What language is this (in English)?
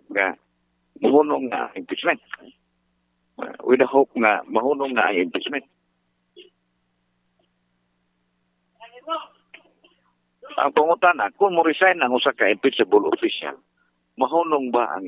Cebuano